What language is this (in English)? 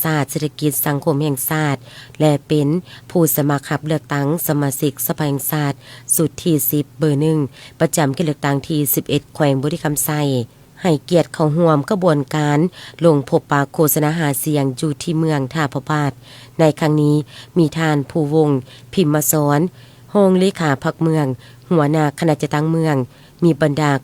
Lao